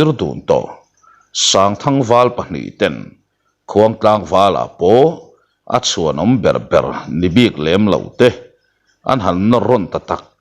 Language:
Mizo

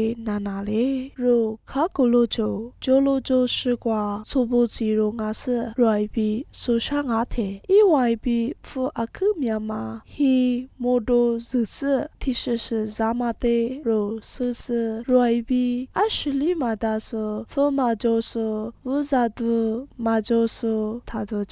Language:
Lisu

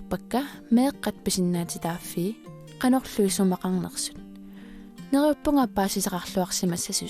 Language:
Kalaallisut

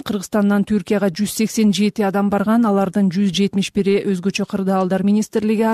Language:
Kyrgyz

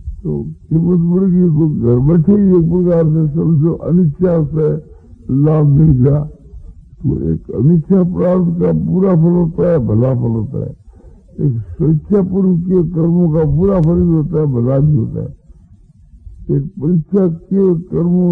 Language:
Hindi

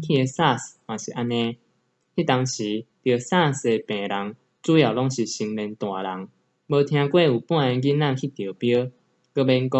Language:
Min Nan Chinese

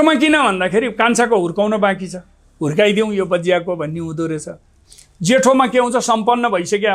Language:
Nepali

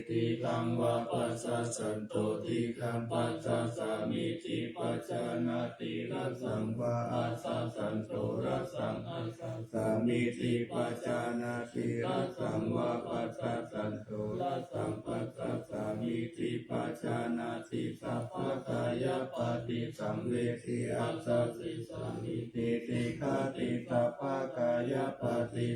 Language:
Pali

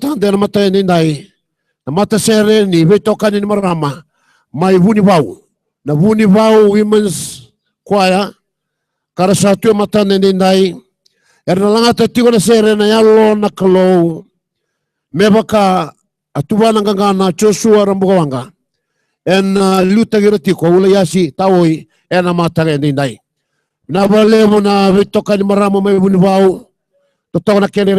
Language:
Fijian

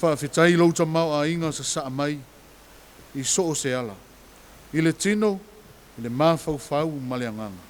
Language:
Samoan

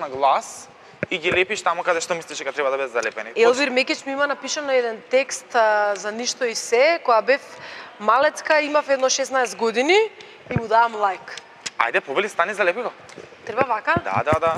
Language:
Macedonian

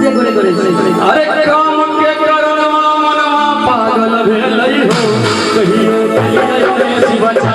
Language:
Maithili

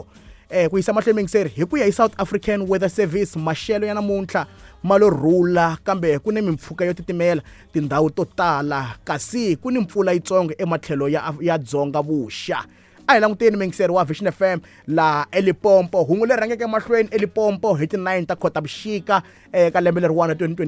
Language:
Tsonga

